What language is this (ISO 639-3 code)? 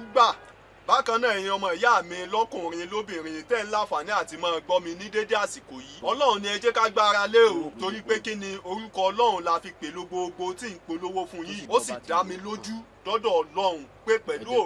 yor